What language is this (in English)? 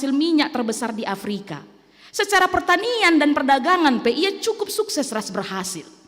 Batak Karo